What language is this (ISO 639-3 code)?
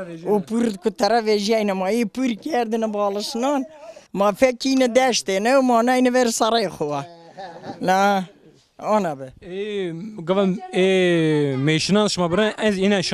zza